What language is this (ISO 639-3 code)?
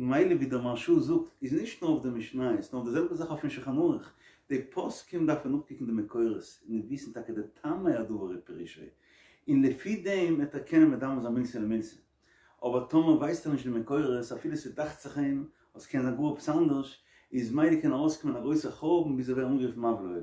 yid